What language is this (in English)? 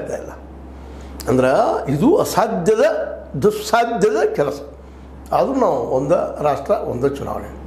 Kannada